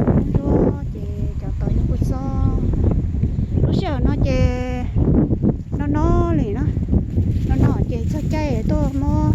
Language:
Hmong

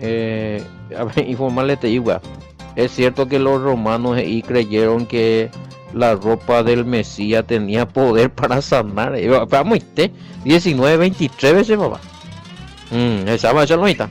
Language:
Guarani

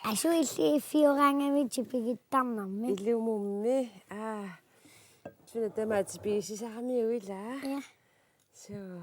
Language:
Kalaallisut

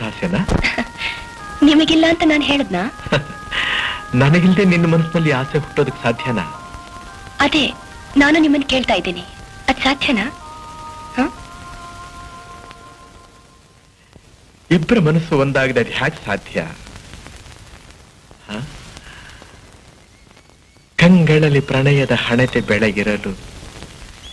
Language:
Kannada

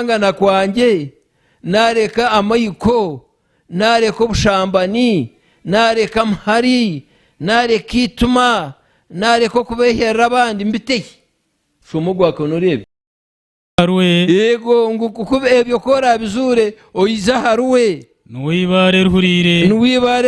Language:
Nyankole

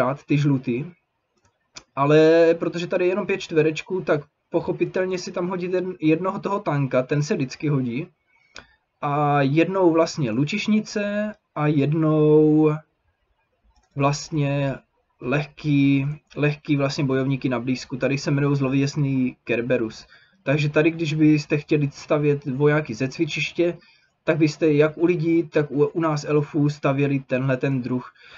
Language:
Czech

